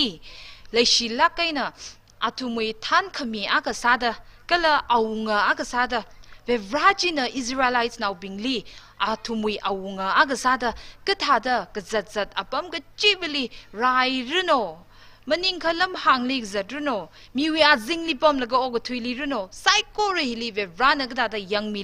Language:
Tangkhul Naga (India)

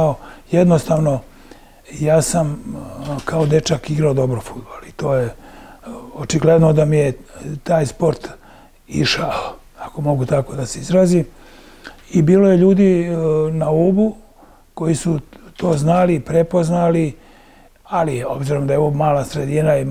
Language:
Serbian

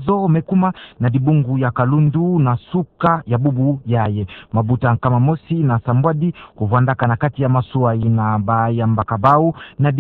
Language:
Kituba (Democratic Republic of Congo)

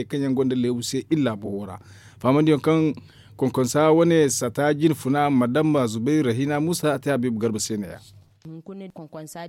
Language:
Zarma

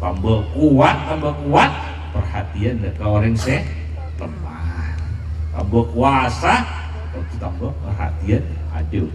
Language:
Madurese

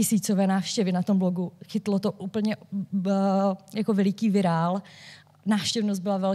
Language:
Czech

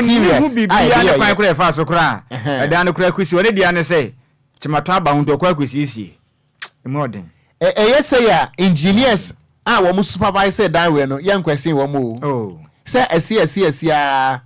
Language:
Akan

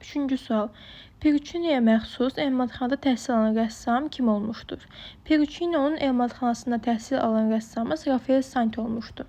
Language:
Azerbaijani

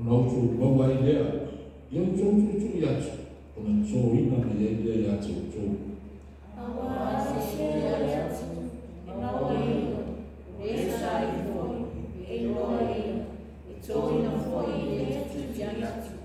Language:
Samoan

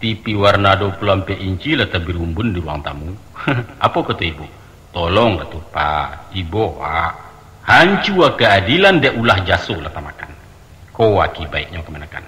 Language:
Minangkabau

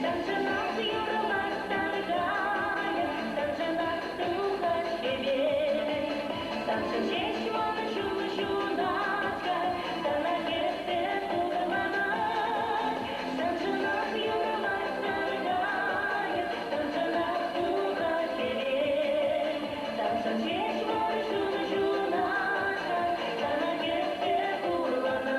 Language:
Chuvash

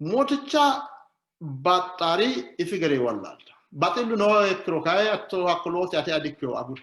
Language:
Sidamo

